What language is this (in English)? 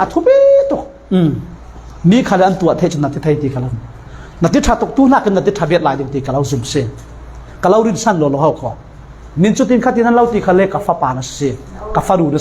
Falam Chin